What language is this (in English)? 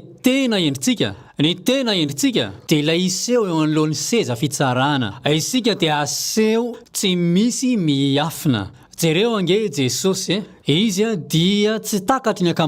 Malagasy